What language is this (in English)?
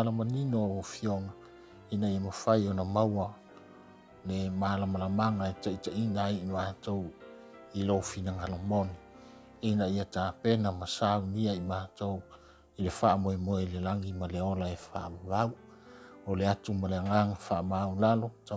Samoan